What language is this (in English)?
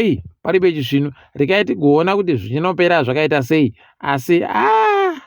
Ndau